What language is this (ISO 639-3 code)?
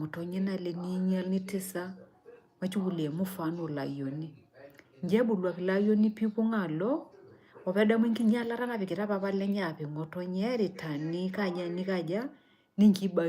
mas